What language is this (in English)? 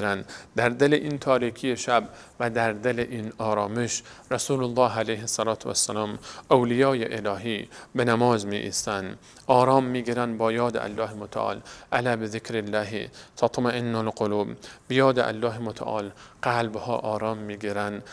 Persian